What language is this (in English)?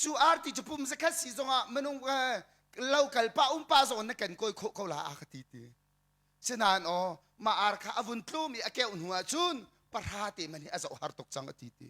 Hakha Chin